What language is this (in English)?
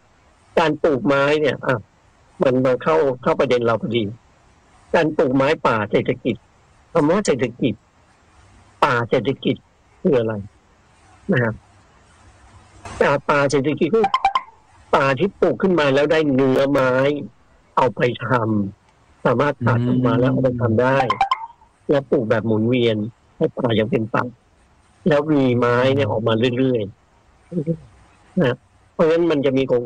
Thai